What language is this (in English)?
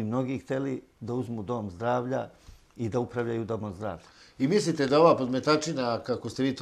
Serbian